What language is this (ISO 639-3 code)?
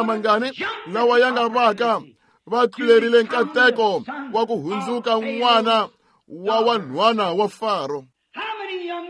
tso